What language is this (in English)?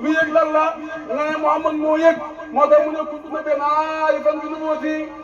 Wolof